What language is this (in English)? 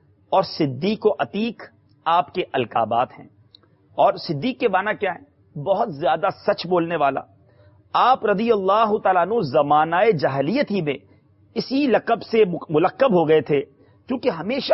Urdu